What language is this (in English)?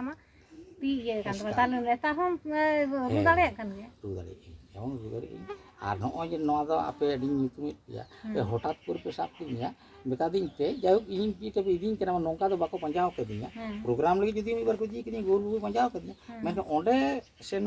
Santali